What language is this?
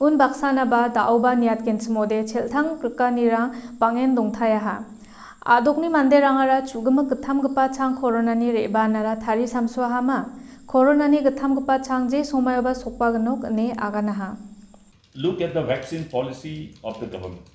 Garo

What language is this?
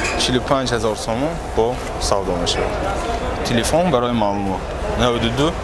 Tajik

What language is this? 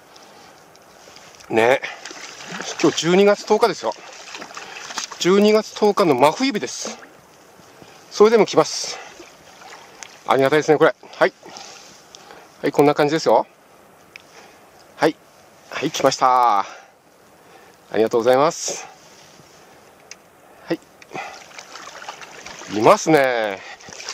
Japanese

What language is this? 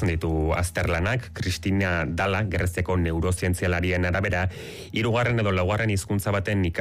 Basque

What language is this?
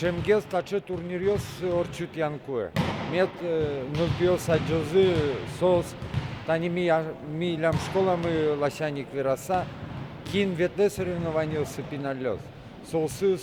Udmurt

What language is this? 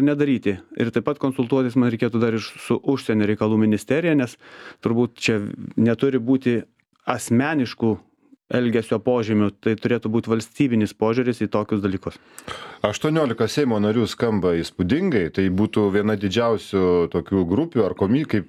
Lithuanian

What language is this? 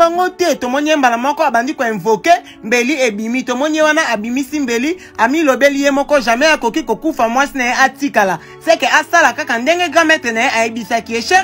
Lingala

